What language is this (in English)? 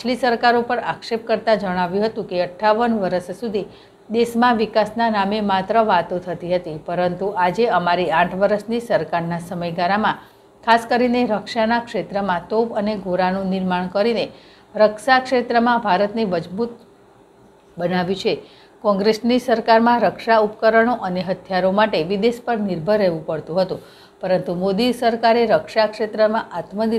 Gujarati